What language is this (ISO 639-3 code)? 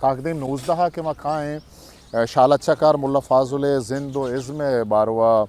bgp